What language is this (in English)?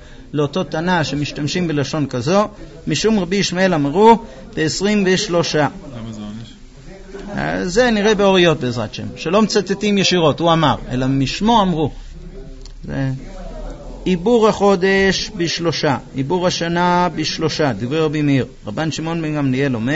Hebrew